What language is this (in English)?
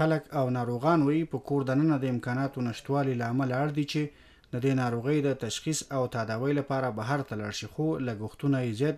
Pashto